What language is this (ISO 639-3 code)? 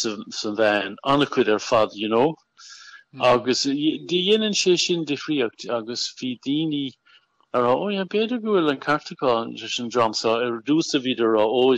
gle